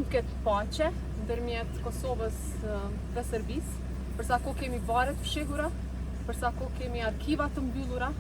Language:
Albanian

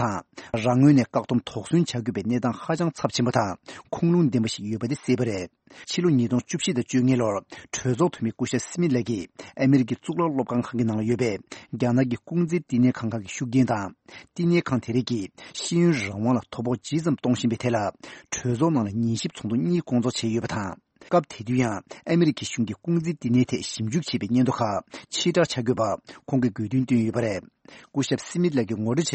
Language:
Tibetan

